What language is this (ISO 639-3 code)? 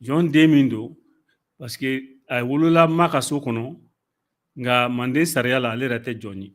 bam